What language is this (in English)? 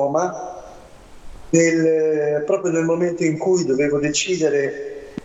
Italian